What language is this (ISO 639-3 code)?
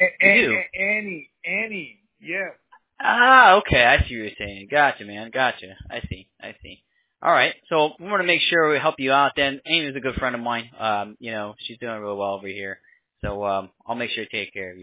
eng